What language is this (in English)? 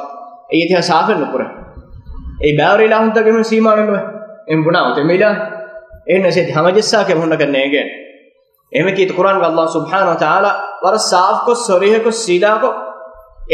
Divehi